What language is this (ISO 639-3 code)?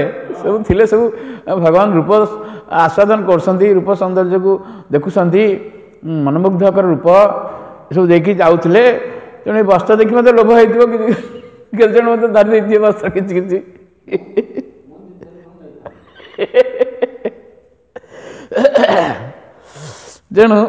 ori